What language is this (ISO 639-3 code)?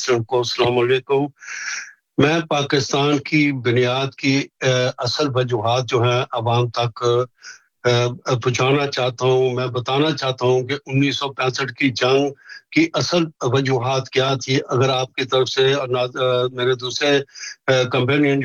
urd